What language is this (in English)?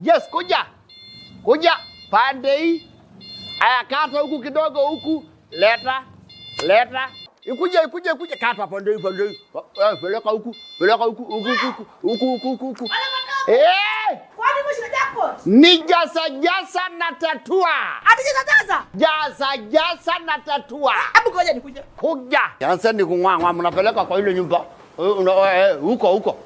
Meru